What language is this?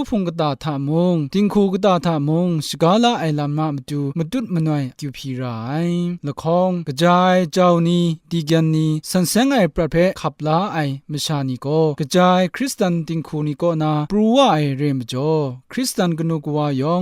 Kachin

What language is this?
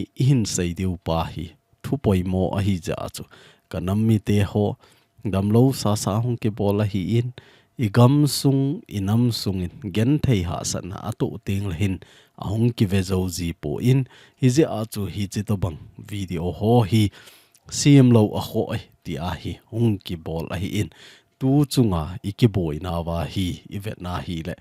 Thado Chin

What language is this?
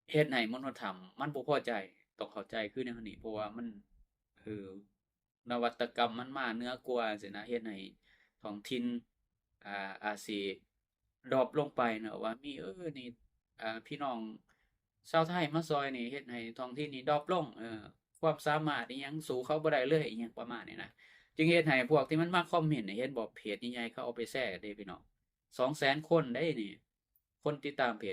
Lao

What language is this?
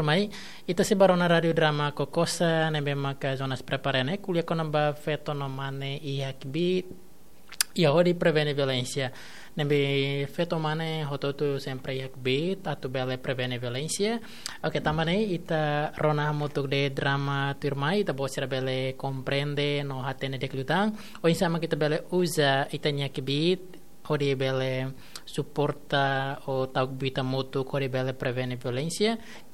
Tetum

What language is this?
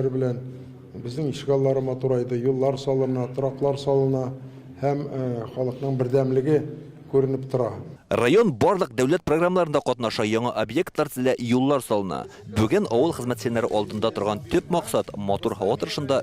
Tatar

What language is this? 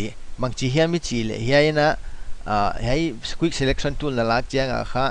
Paite Chin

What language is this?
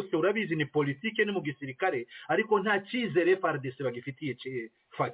Kinyarwanda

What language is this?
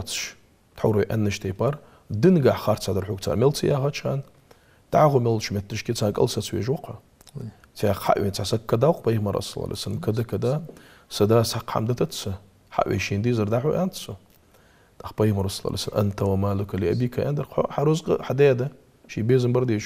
Ingush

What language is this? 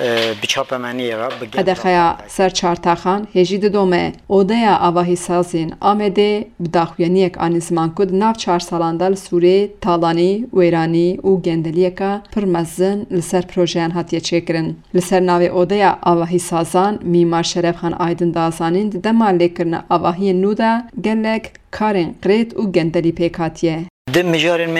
Kurdish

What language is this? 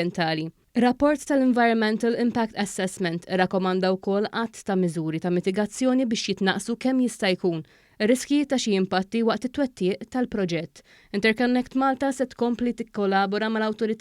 Maltese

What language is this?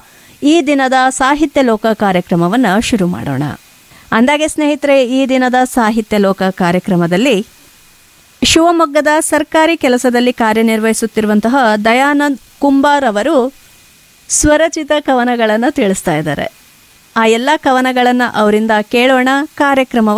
Kannada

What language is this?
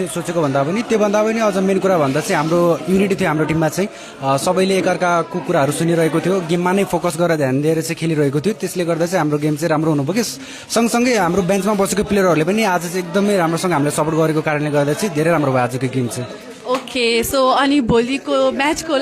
Nepali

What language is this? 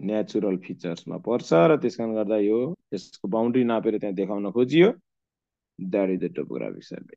Nepali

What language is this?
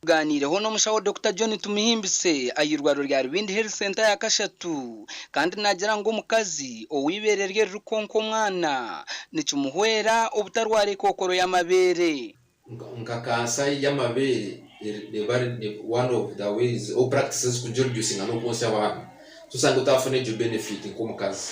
Nyankole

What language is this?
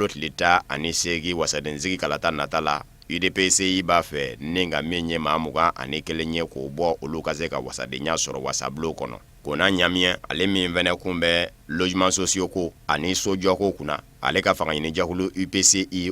Bambara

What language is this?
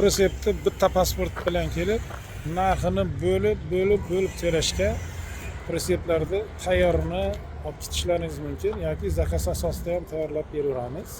Uzbek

